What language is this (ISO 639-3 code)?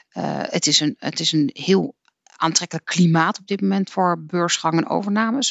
nld